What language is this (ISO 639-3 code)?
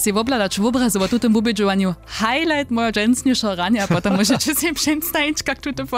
hsb